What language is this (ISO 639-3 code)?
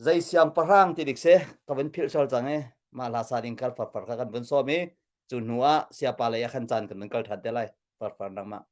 cnh